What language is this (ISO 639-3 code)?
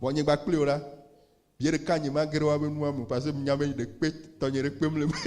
ewe